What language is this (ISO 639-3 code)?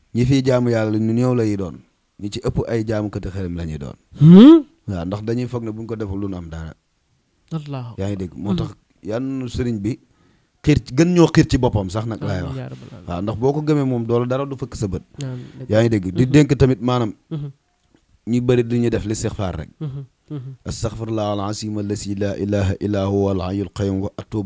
wol